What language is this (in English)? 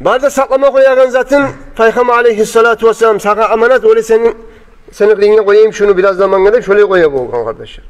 Kumyk